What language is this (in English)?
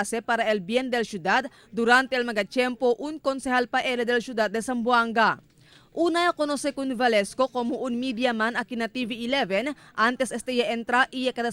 Chavacano